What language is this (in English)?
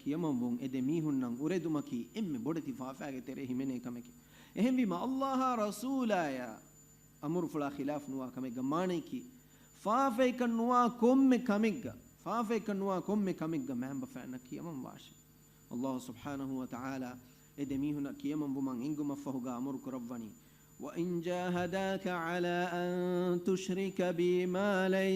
Divehi